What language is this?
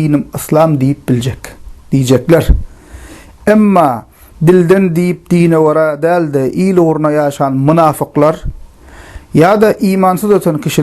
Turkmen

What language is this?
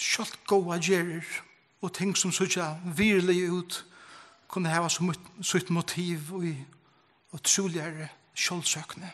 Faroese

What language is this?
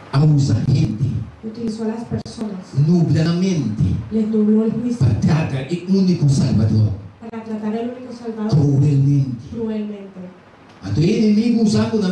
Papiamento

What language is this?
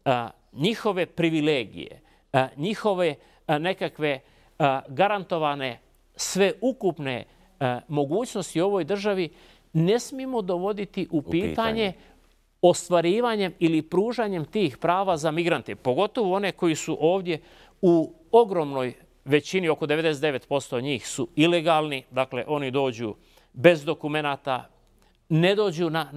Bosnian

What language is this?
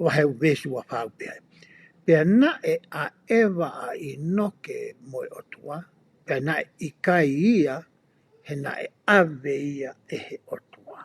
Tongan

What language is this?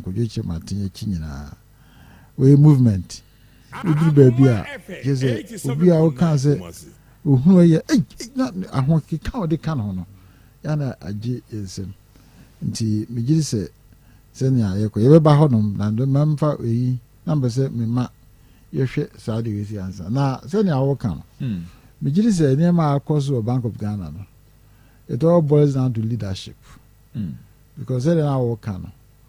Akan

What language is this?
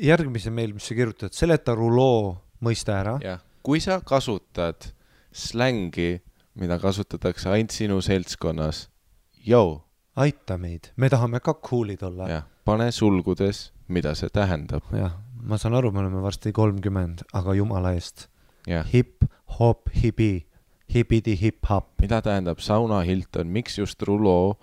Estonian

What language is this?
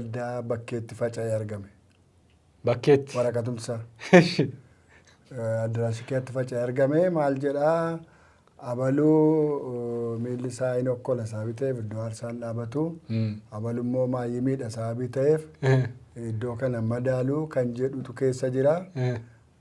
Oromo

